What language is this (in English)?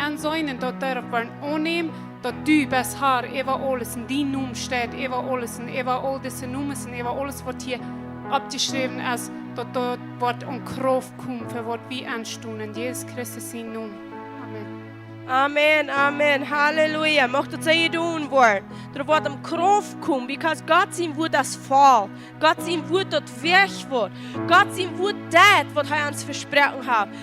Plautdietsch